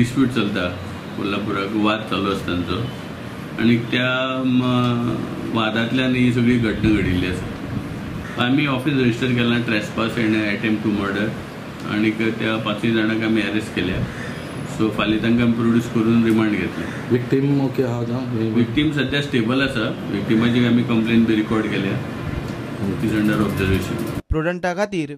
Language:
Konkani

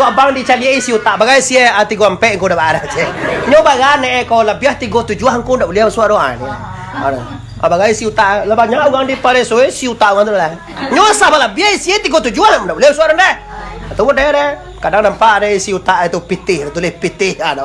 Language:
Minangkabau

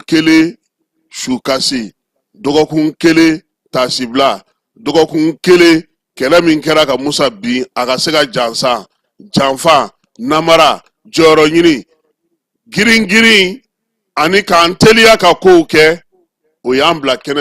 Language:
Bambara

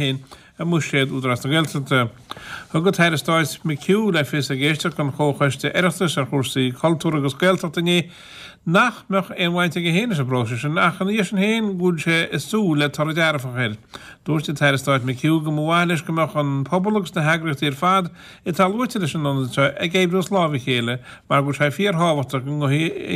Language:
Irish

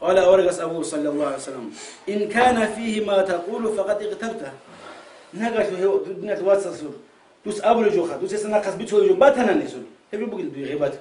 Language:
Avaric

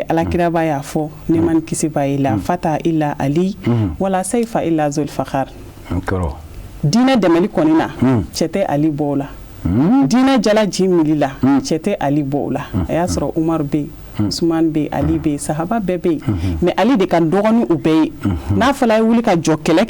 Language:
Bambara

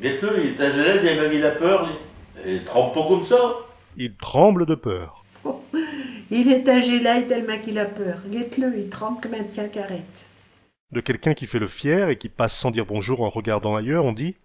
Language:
Picard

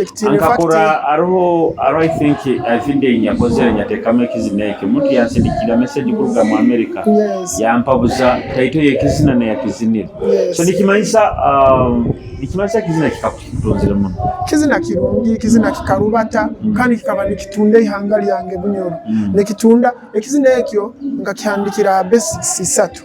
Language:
Nyoro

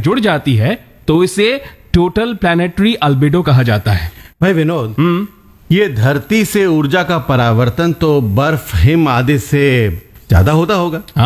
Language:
Hindi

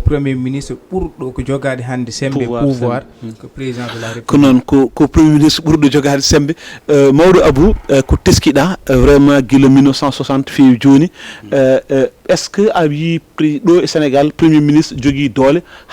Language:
Fula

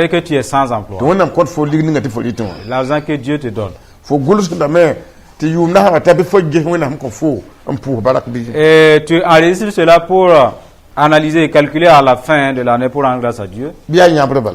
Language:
Mossi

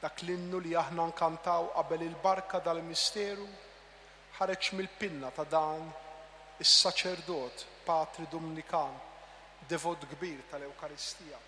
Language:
Maltese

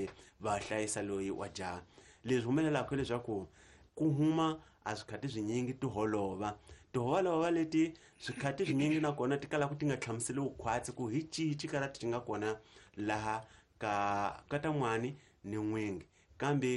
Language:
Tsonga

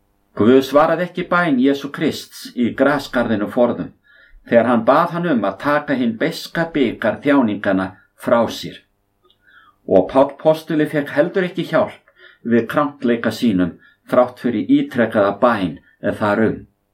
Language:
Icelandic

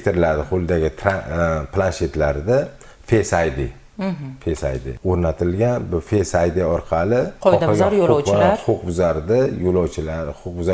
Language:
Uzbek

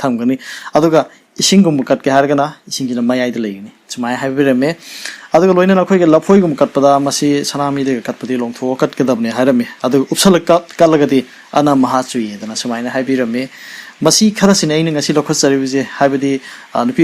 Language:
Manipuri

